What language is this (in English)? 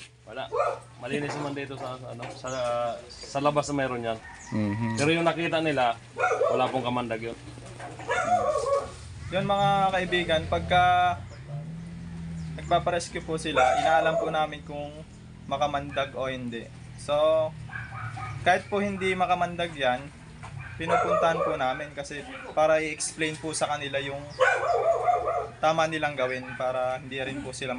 Filipino